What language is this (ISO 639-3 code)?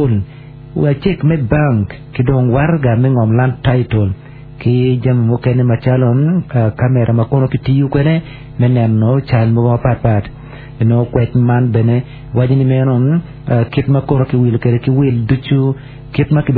ach